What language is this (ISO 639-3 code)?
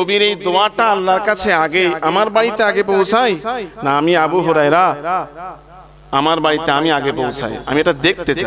ben